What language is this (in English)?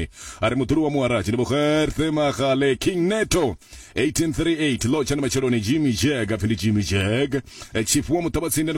Venda